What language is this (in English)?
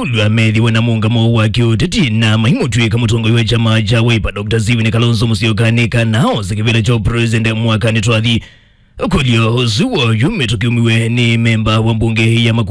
Kamba